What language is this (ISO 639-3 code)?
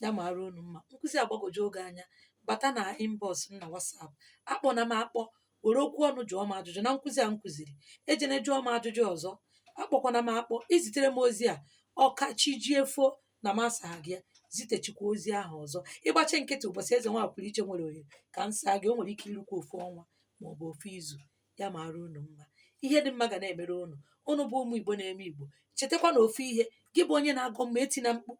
ibo